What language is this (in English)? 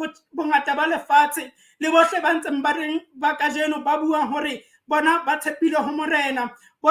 Southern Sotho